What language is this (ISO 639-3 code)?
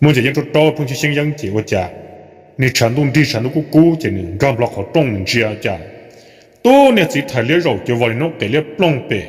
hmn